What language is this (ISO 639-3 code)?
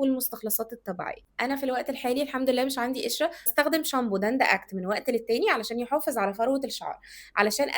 arz